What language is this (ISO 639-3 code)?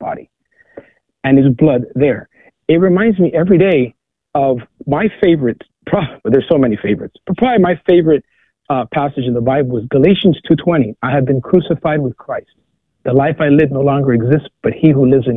eng